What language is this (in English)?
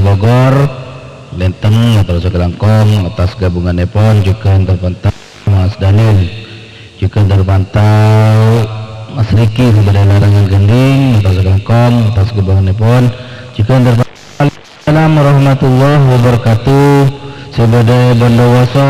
Madurese